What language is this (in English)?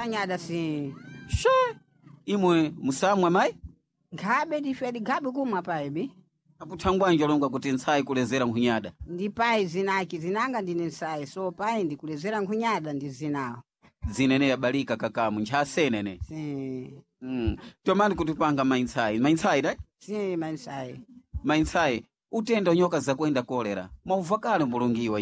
Sena